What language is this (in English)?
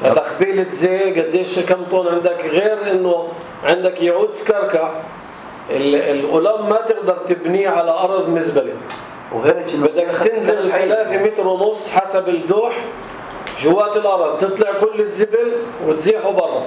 North Levantine Arabic